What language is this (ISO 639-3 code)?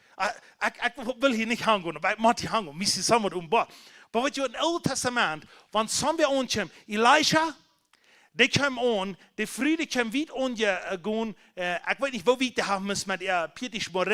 pdt